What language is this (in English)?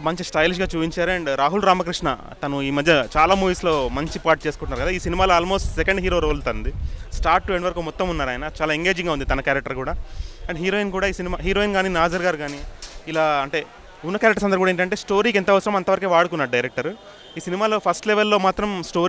Telugu